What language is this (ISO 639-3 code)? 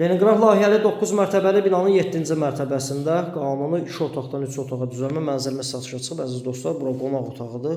aze